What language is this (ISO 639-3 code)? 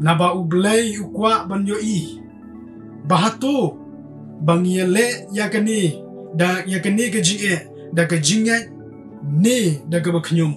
kha